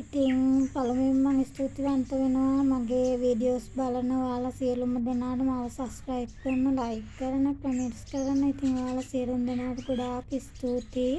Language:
Sinhala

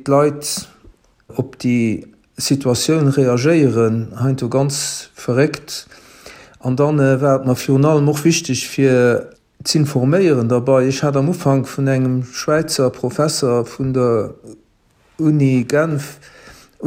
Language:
Luxembourgish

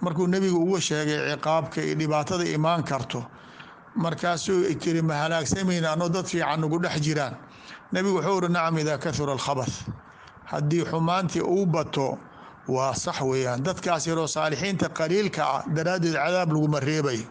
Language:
Somali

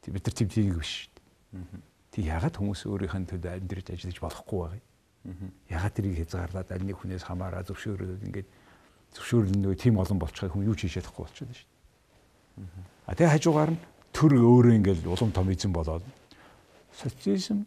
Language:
Mongolian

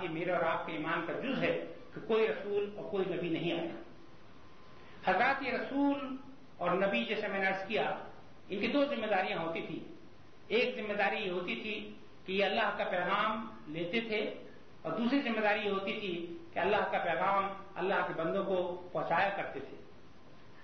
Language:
Urdu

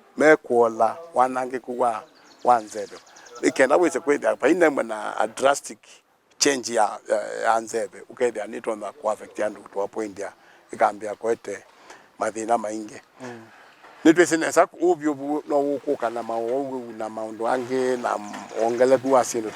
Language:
Kamba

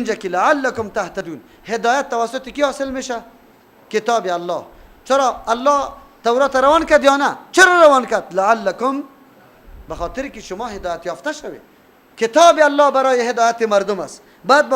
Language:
Persian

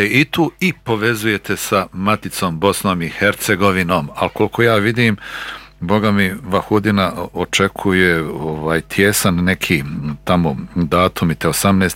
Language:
Bosnian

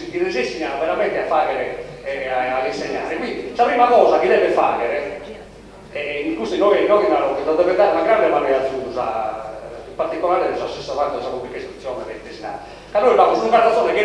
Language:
Sardinian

